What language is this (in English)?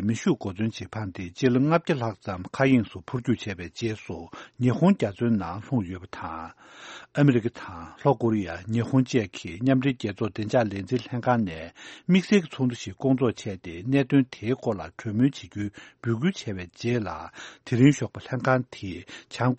Tibetan